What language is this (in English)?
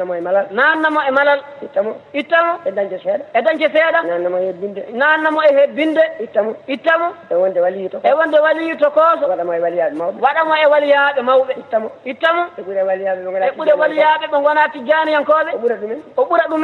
Fula